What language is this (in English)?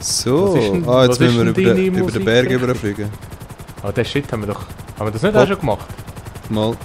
Swiss German